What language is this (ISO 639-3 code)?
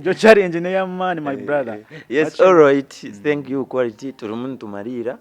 nyn